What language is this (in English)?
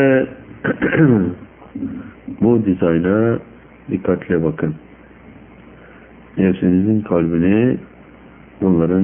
Turkish